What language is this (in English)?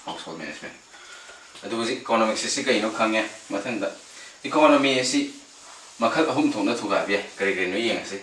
Manipuri